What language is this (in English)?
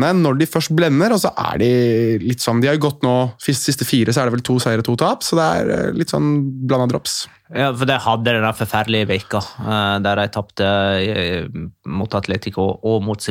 Norwegian